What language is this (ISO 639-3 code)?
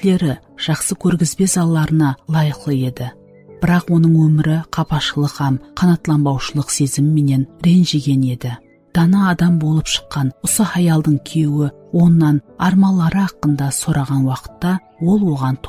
kaa